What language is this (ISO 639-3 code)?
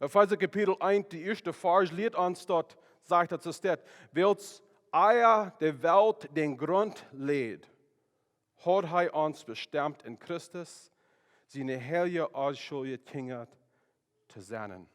pdt